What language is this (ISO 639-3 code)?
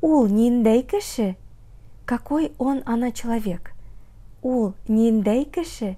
tat